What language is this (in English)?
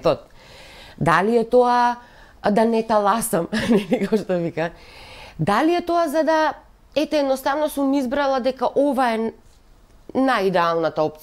Macedonian